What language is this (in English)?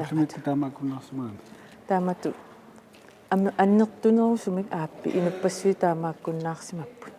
Kalaallisut